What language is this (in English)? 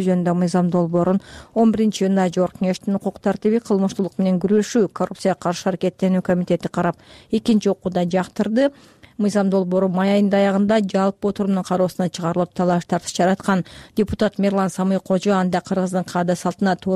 Kyrgyz